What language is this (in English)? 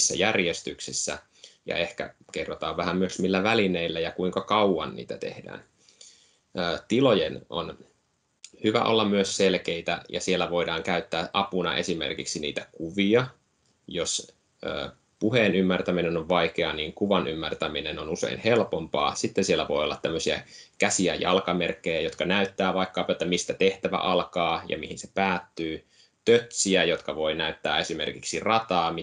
Finnish